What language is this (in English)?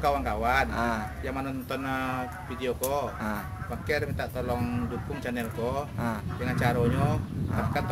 Minangkabau